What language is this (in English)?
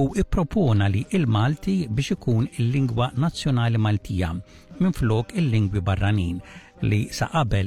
Maltese